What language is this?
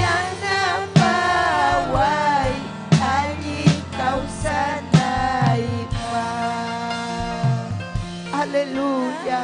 Ayacucho Quechua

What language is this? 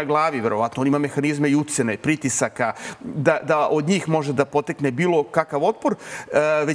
Serbian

